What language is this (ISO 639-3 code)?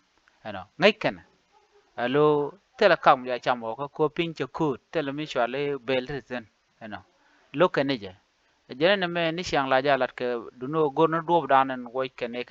nus